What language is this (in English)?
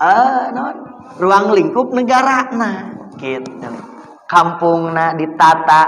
Sundanese